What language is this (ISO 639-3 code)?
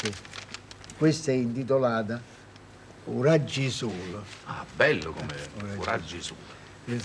nap